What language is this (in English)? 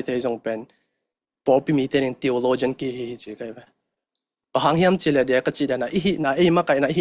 Tedim Chin